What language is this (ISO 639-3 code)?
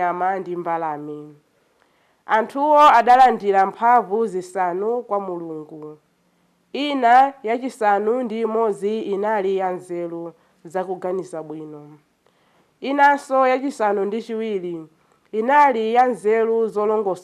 nya